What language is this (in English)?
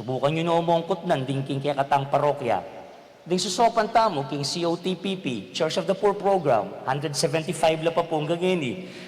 Pampanga